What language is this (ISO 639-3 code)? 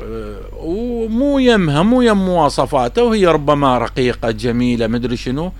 acm